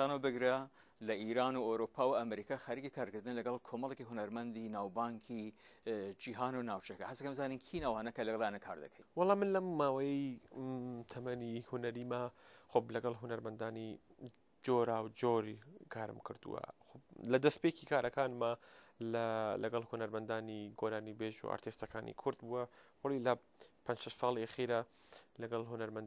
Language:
Central Kurdish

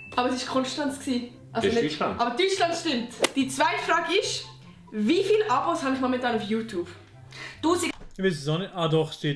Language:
Swiss German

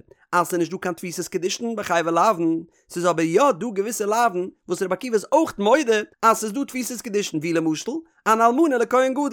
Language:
Yiddish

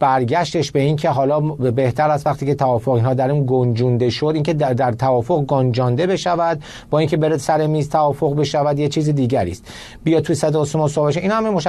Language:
Persian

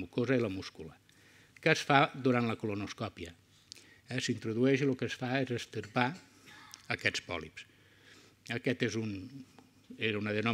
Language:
Catalan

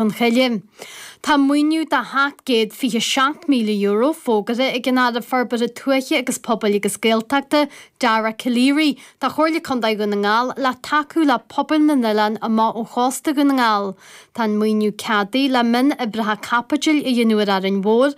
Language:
Irish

